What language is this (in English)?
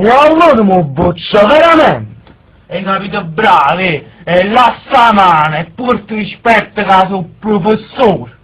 Neapolitan